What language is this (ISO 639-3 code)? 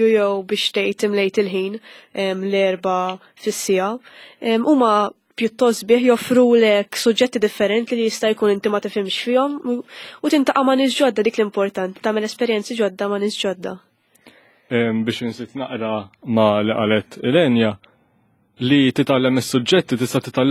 mlt